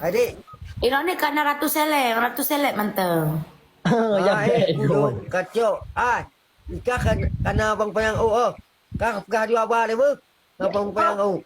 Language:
Achinese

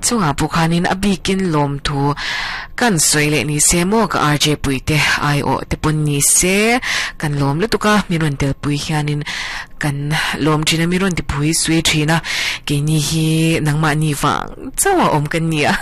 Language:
Mizo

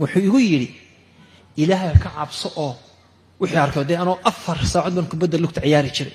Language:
Somali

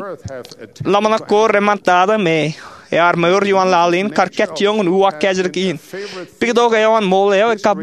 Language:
Marshallese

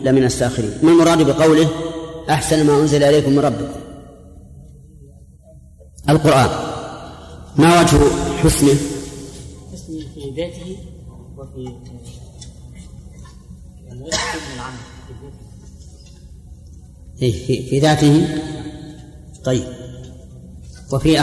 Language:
Arabic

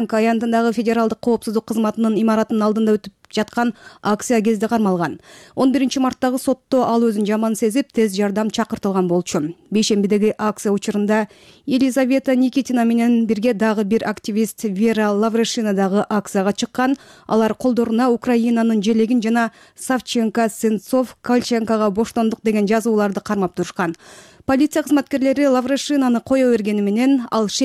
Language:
Kyrgyz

